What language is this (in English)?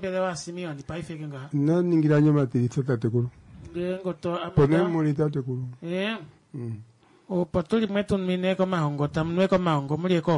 Kuanyama